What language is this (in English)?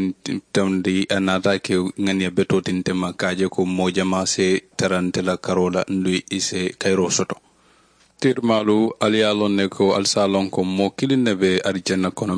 Mandingo